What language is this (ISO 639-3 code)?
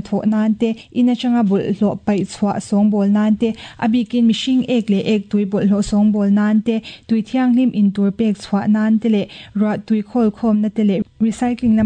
lus